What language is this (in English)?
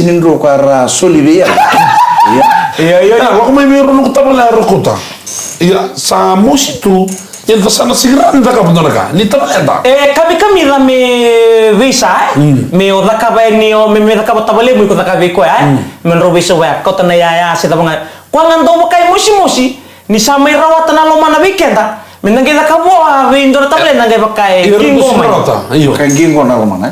Fijian